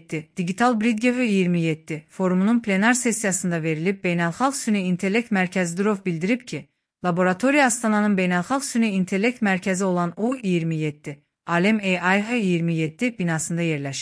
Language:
Azerbaijani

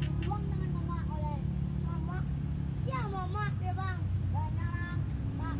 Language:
Minangkabau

